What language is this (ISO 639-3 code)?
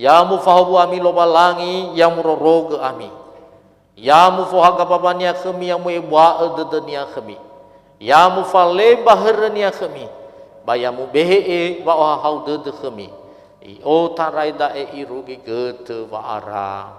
nia